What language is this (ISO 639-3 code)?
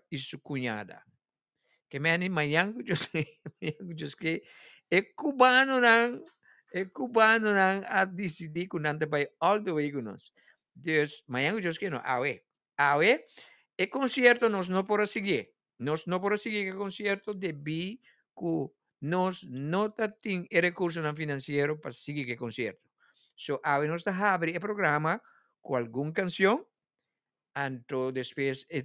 pap